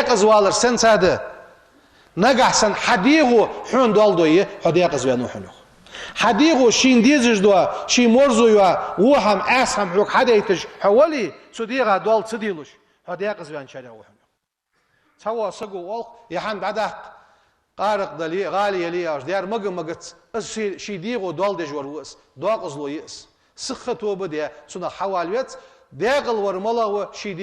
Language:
Ingush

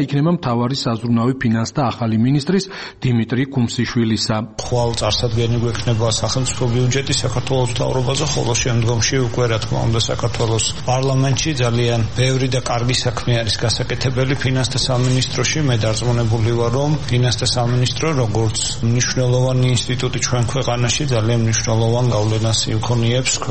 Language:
Georgian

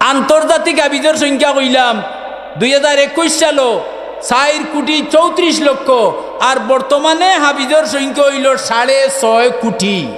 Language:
Sylheti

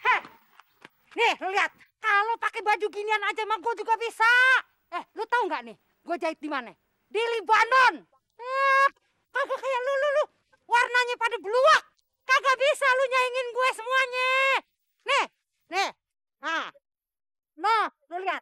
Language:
Betawi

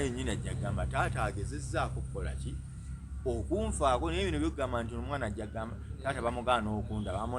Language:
Ganda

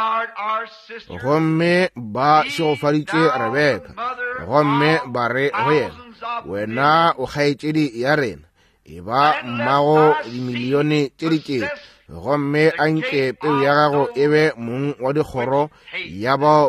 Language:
Northern Sotho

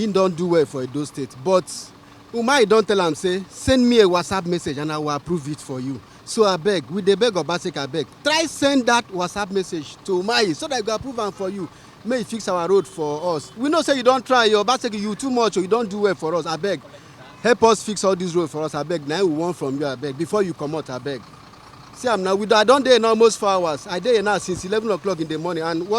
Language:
Nigerian Pidgin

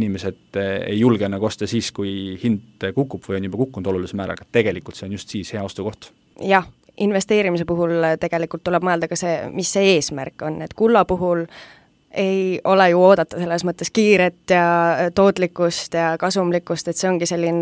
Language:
Estonian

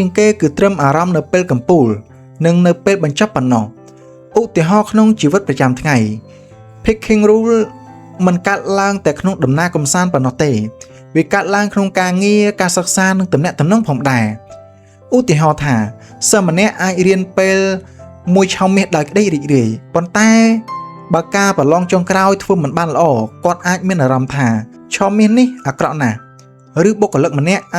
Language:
Khmer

